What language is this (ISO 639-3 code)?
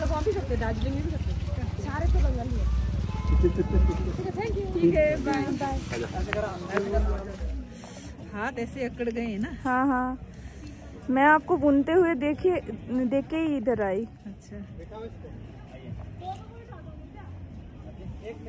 hin